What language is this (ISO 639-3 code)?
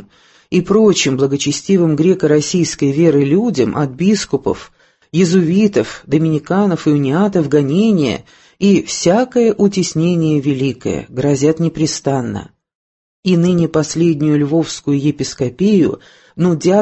rus